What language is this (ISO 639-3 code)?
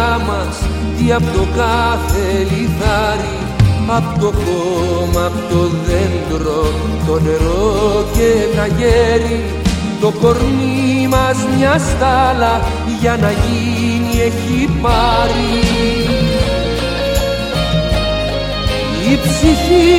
ell